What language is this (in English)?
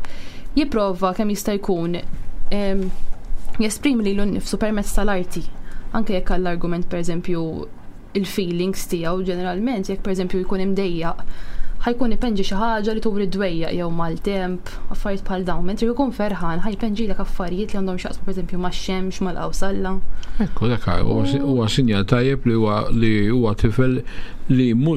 Maltese